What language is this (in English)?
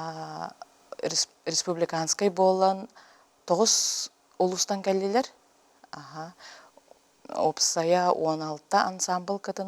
Yakut